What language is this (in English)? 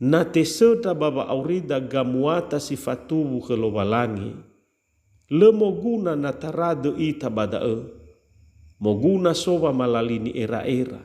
Nias